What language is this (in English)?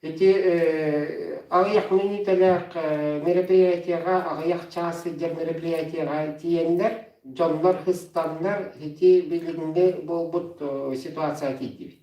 Yakut